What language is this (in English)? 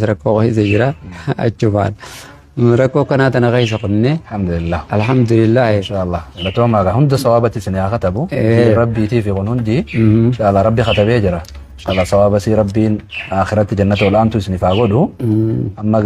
Oromo